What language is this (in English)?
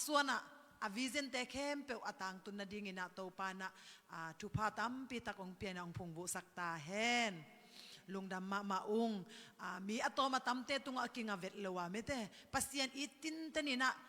Tedim Chin